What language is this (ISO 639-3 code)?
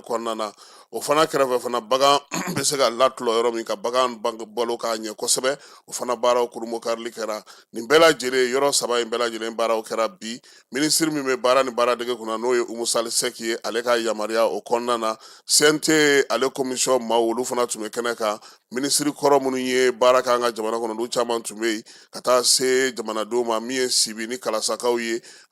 bam